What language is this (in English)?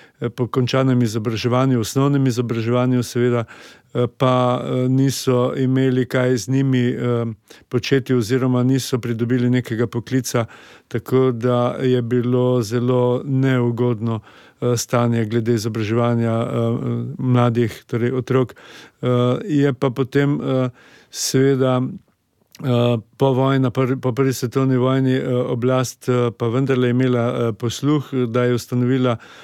Slovenian